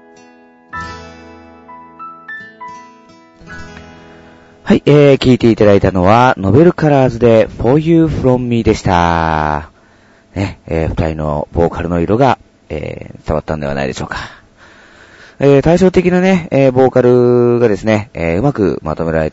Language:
Japanese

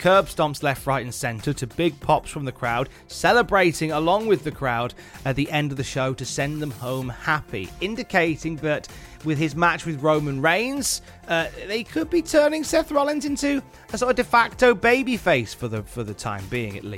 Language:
English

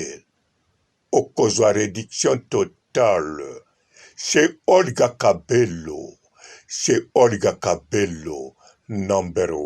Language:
Lingala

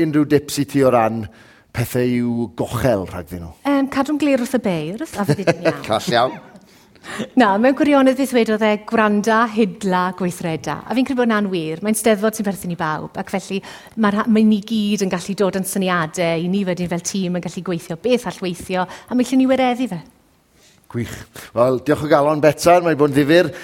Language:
Welsh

